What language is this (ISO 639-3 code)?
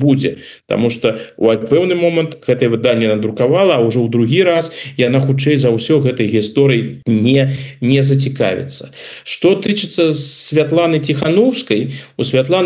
bel